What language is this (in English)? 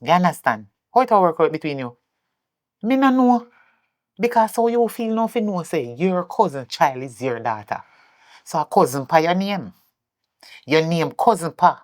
Jamaican Creole English